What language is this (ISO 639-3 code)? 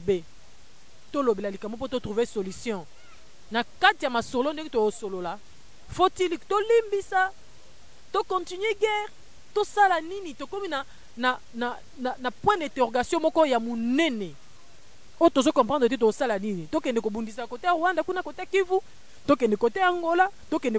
lin